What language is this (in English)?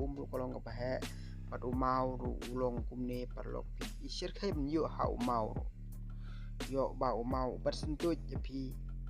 Khasi